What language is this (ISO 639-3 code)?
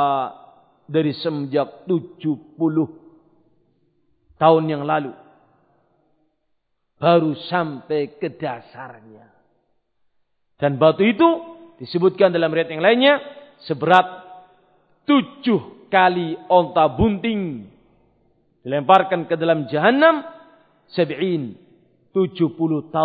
ind